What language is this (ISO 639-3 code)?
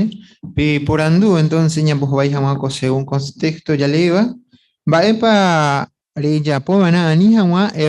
grn